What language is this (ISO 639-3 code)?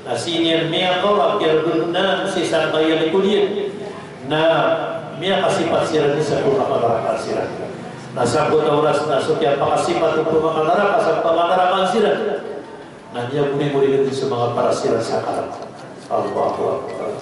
mrw